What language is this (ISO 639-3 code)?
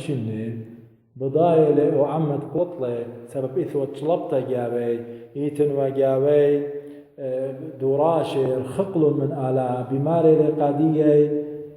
aii